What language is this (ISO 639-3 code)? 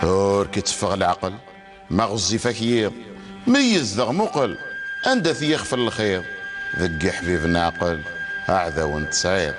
kab